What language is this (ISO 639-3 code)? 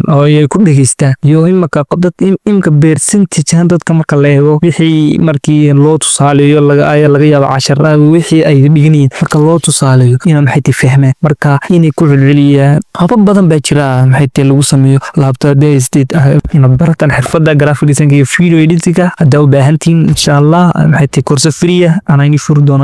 som